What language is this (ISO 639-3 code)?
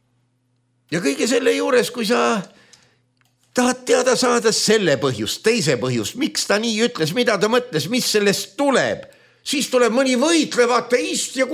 est